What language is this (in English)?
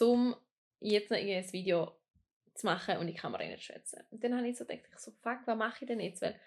Swiss German